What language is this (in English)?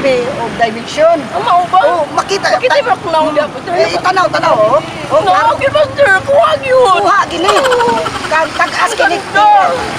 Cebuano